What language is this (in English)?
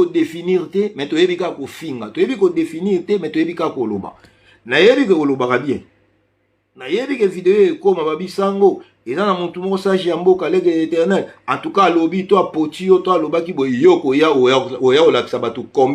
Lingala